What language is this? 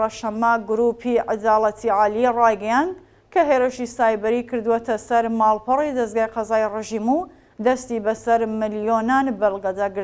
Central Kurdish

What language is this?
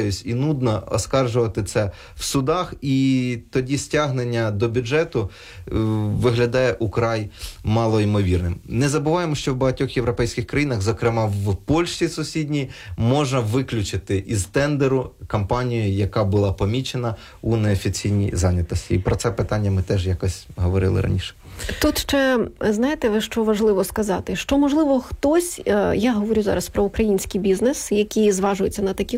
Ukrainian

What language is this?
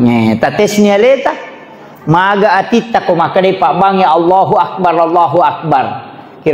Buginese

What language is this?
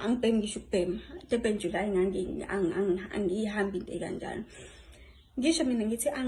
Zulu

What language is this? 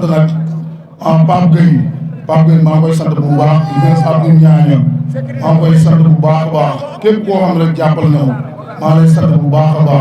Wolof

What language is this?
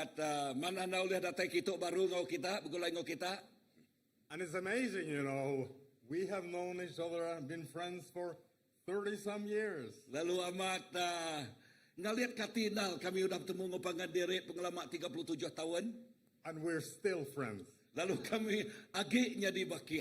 Iban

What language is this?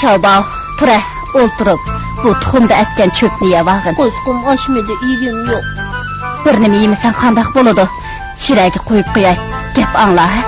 Uyghur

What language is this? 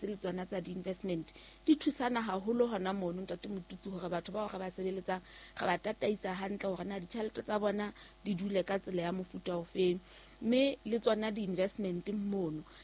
Southern Sotho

